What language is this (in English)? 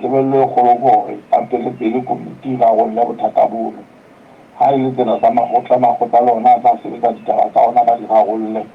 Southern Sotho